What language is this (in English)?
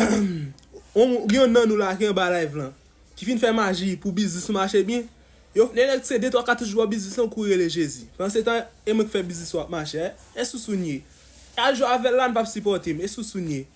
Haitian Creole